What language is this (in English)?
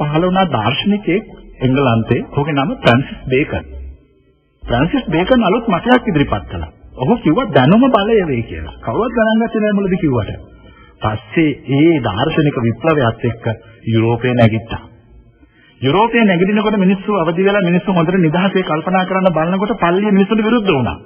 Sinhala